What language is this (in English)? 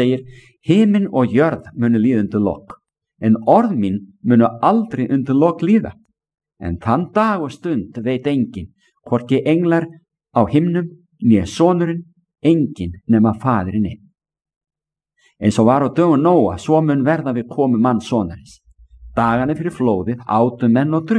Icelandic